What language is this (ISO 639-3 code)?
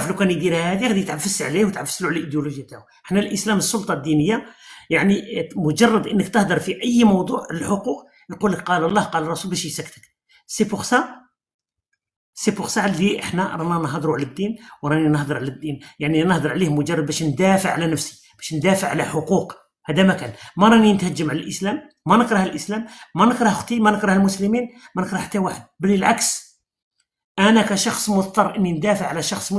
arq